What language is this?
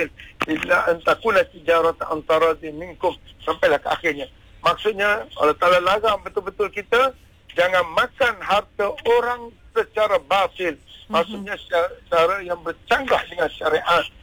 Malay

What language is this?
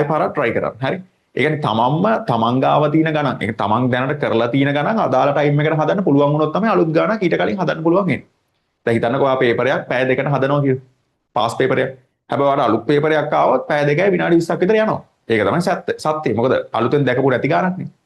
Sinhala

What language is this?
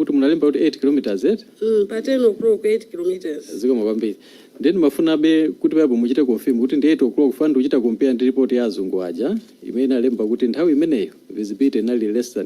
Nyanja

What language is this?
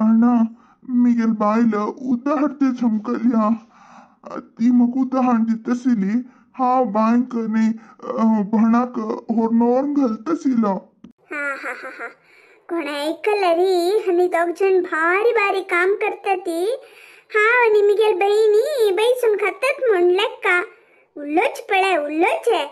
Konkani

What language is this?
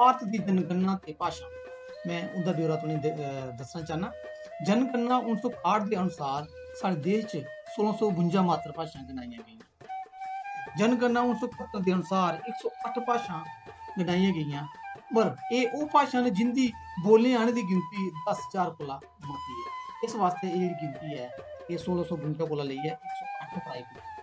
Dogri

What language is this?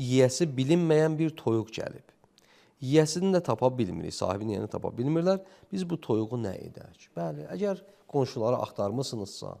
Azerbaijani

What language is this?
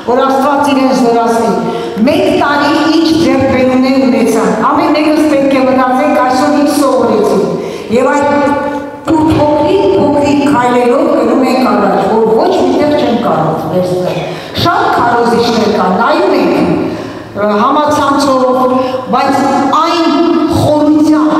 Western Armenian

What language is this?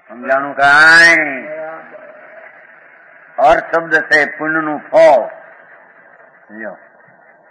Gujarati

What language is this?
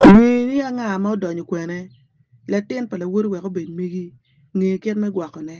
Acoli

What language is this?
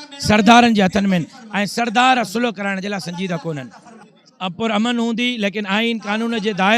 Sindhi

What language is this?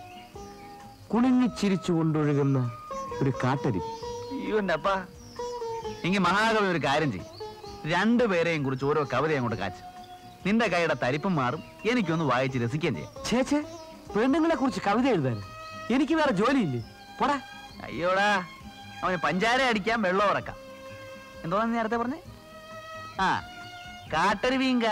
Malayalam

